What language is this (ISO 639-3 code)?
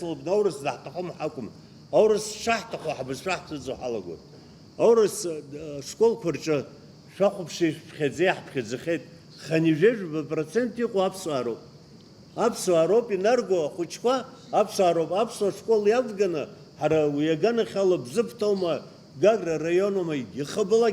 abk